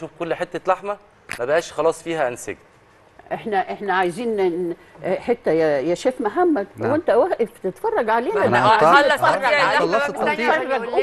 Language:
Egyptian Arabic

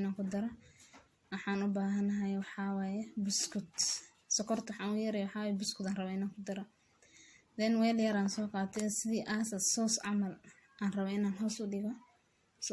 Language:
Somali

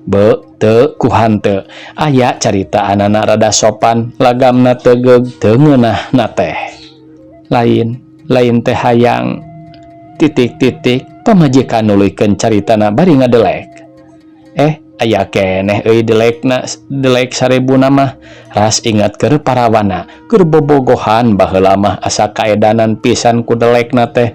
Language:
Sundanese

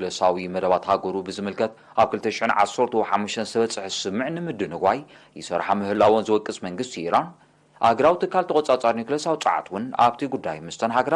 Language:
Tigrinya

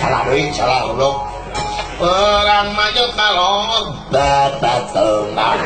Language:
Sundanese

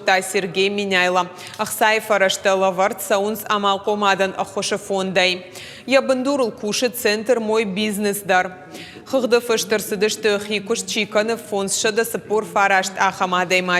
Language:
Ossetic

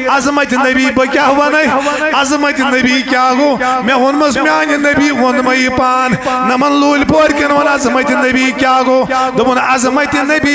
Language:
Kashmiri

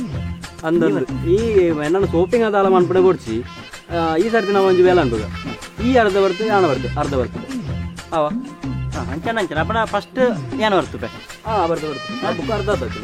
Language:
Tulu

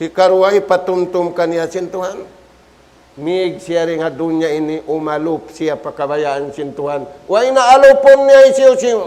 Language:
Tausug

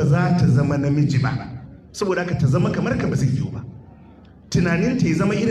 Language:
Hausa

